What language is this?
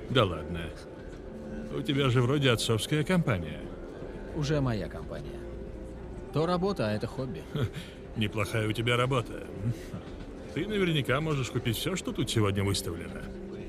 Russian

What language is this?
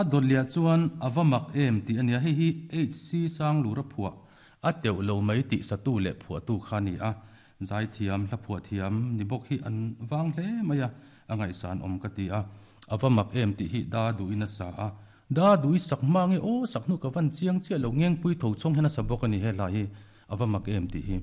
Mizo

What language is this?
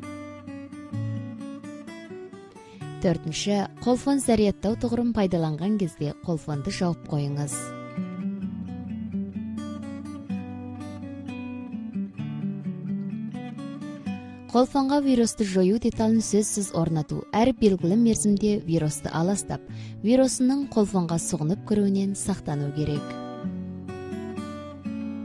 Kazakh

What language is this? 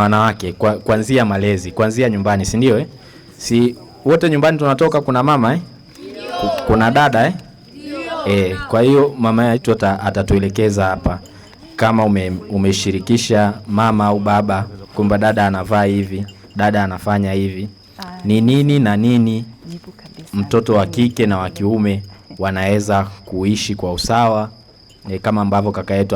Swahili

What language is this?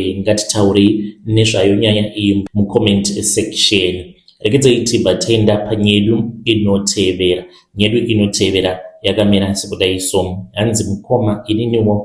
Shona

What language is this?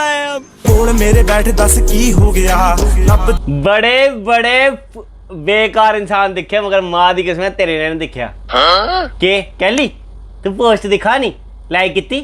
Dogri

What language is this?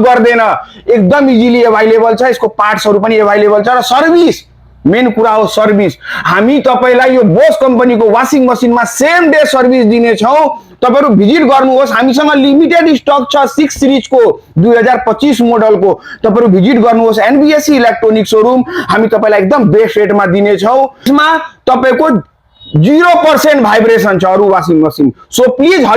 Nepali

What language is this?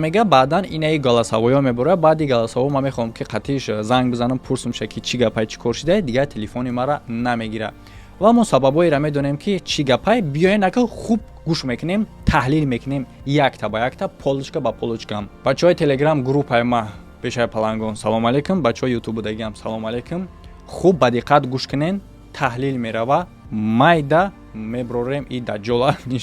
Tajik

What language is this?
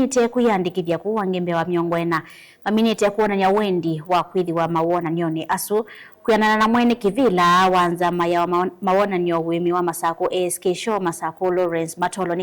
Kamba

